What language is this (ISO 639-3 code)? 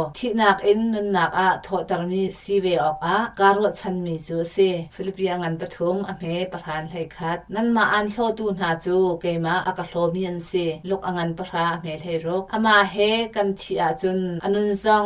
cnh